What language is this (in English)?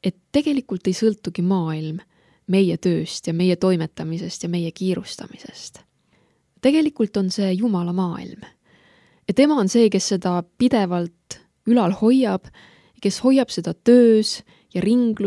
Estonian